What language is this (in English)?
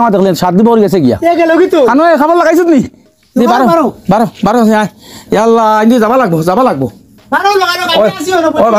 Sylheti